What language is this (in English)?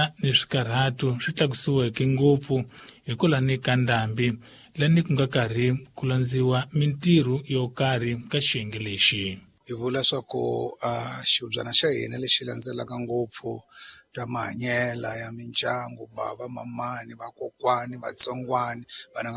Tsonga